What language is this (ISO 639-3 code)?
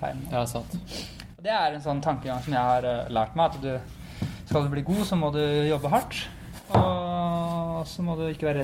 nor